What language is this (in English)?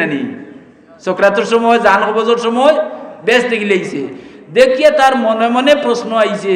Sylheti